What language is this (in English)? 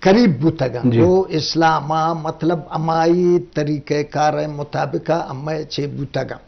Eastern Balochi